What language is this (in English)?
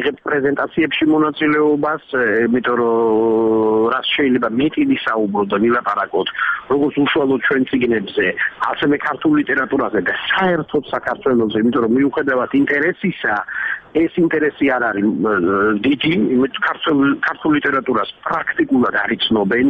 Georgian